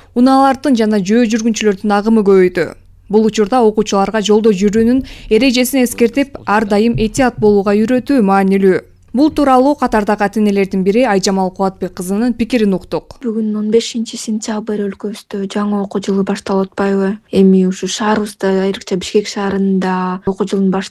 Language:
Kyrgyz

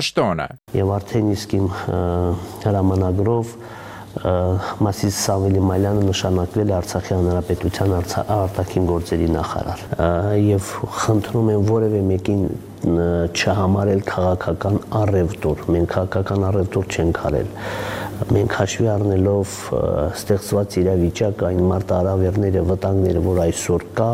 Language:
Armenian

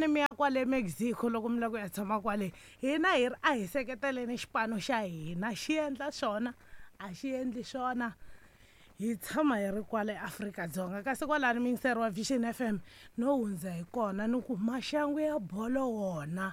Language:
Tsonga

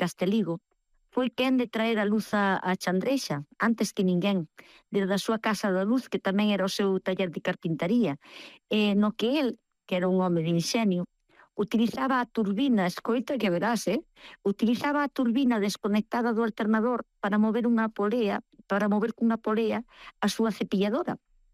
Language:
Galician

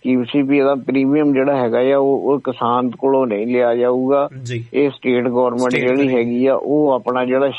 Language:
Punjabi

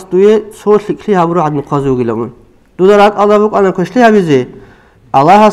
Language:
Avaric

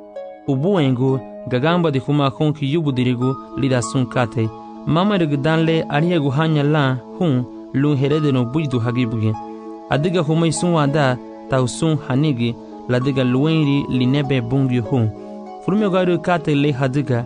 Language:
Garifuna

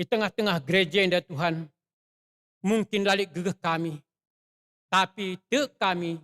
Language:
Batak Karo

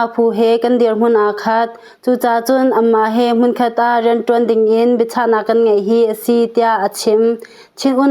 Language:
Hakha Chin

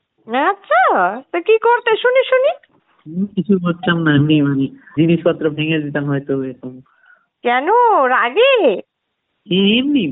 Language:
Bangla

